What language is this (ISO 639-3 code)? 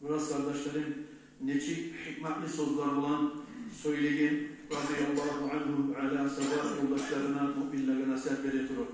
kum